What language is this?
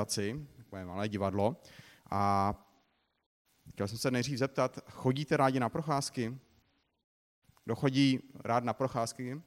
Czech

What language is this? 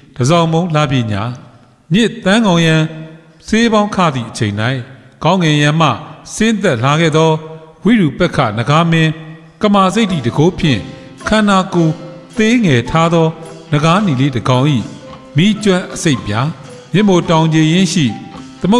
Burmese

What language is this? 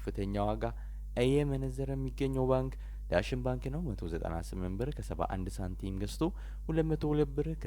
Amharic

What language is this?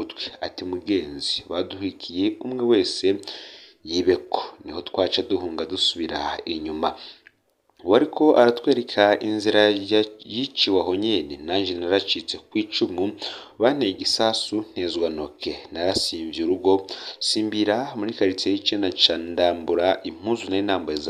Rundi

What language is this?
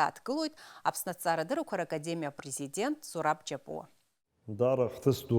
Abkhazian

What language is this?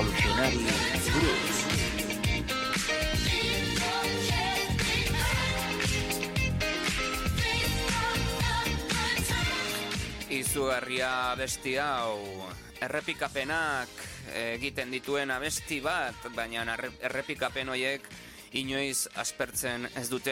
Basque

